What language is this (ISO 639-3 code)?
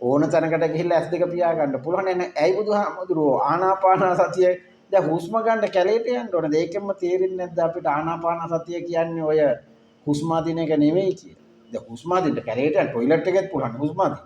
sin